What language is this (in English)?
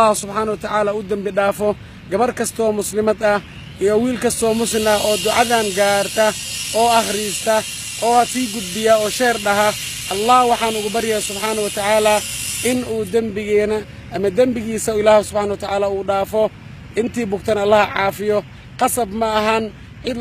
Somali